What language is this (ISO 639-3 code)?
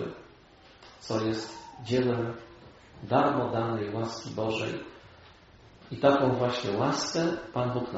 pol